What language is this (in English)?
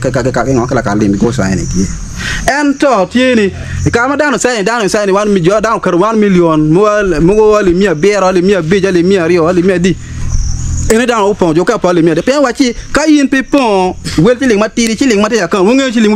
Acoli